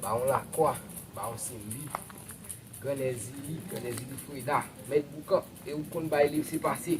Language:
Haitian Creole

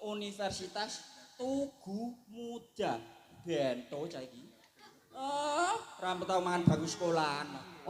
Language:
Javanese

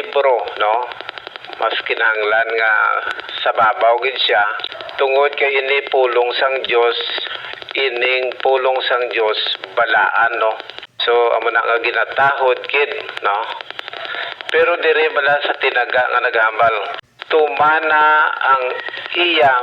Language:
Hiligaynon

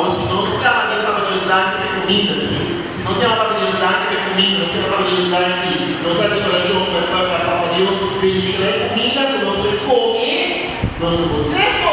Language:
Papiamento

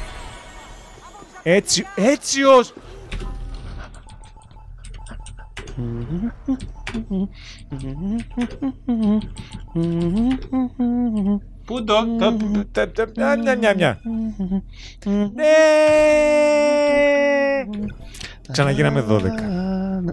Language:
Greek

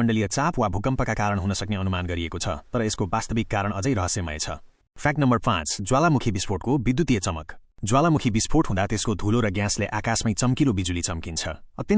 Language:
Nepali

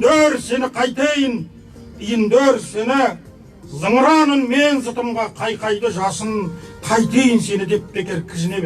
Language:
Kazakh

